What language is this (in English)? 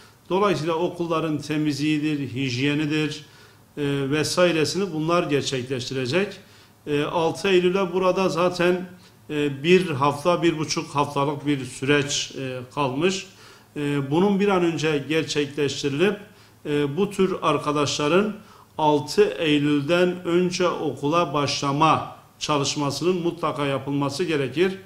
Turkish